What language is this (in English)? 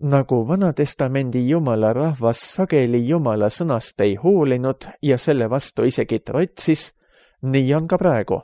Estonian